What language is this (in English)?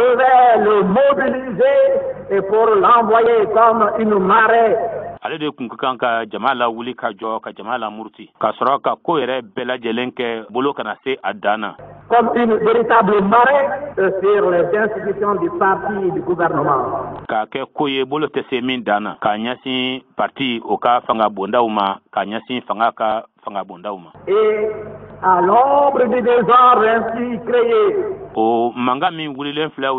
Bambara